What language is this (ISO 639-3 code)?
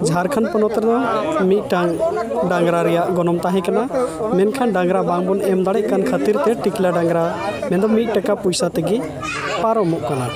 sat